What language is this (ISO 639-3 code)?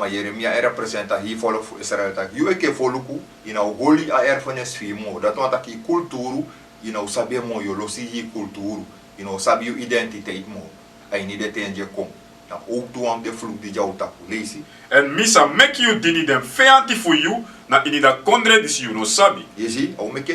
srn